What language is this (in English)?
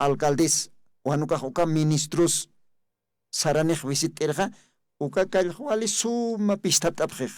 Aymara